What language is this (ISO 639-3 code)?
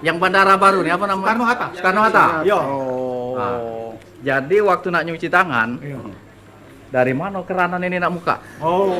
mui